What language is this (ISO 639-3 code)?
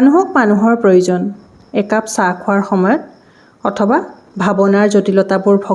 asm